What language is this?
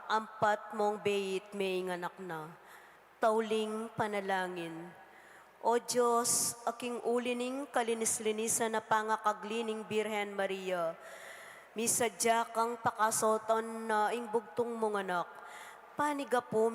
Pampanga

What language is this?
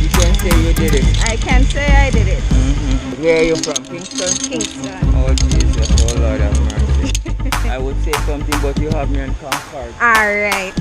Jamaican Creole English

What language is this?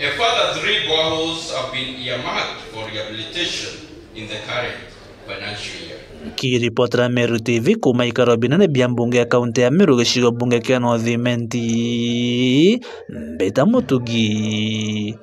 Meru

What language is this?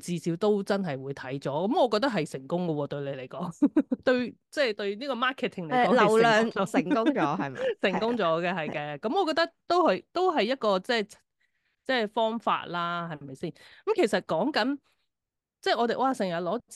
Cantonese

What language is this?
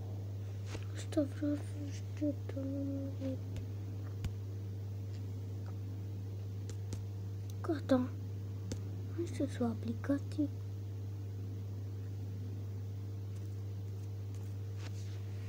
Romanian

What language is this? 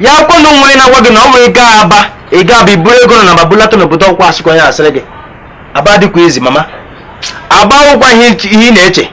Igbo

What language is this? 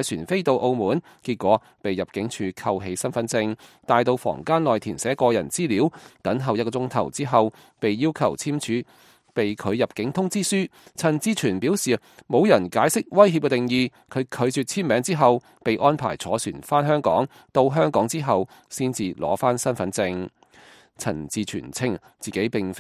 Cantonese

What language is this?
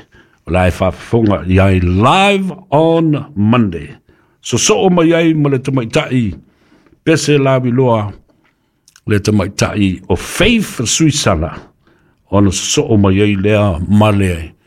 Samoan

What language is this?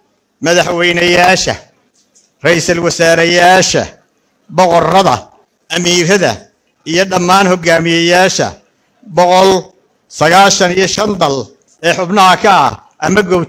Somali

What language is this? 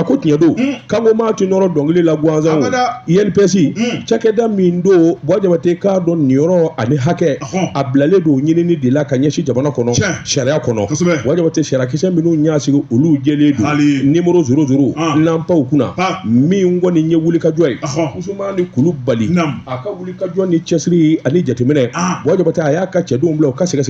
Bambara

